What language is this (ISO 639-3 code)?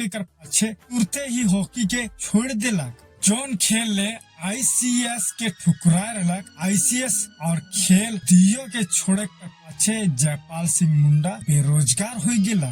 sck